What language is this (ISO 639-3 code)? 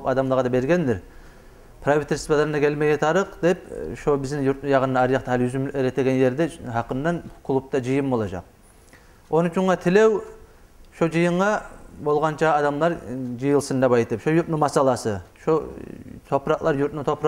kum